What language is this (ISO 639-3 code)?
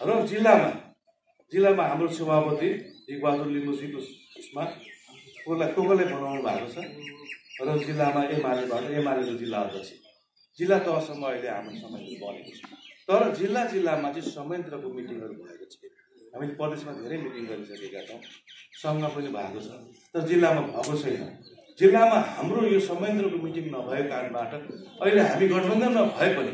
nep